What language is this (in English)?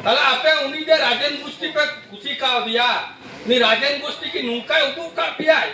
Santali